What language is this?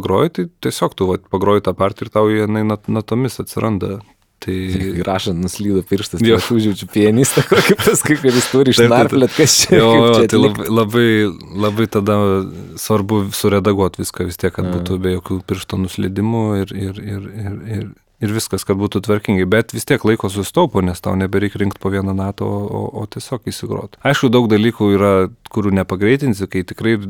Lithuanian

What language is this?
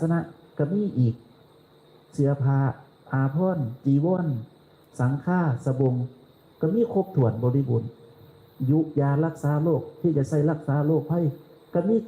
Northeastern Thai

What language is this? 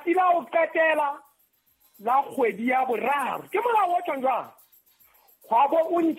Southern Sotho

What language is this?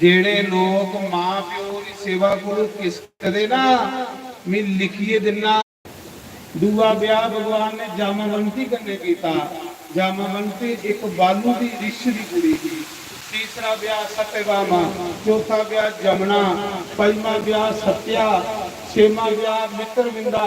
Dogri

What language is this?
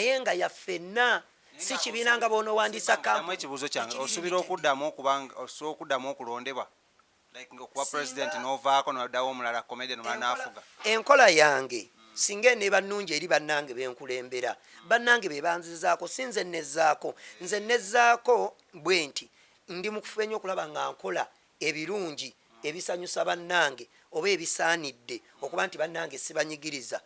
Ganda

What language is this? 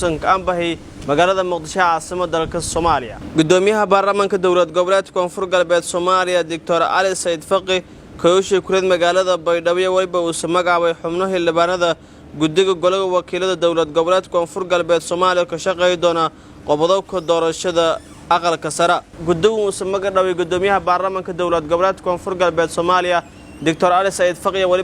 Somali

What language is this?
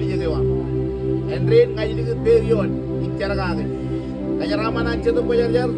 Marshallese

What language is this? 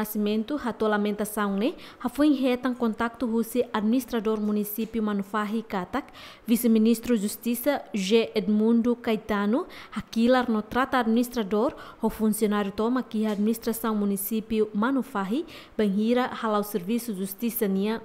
Tetum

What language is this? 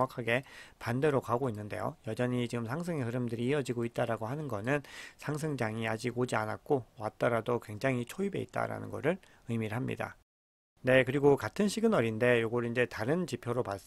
Korean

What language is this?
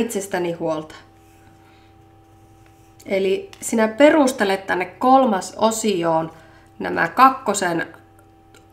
Finnish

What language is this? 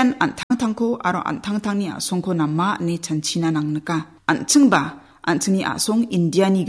Garo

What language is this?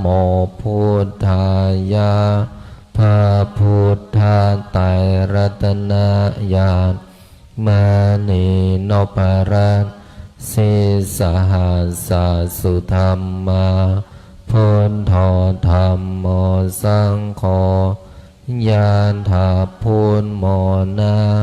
Pali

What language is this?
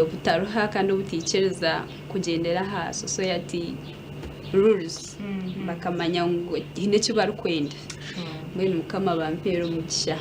Nyankole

